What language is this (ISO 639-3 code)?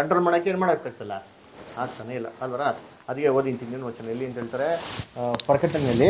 kan